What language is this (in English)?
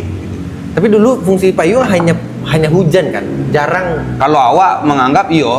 Minangkabau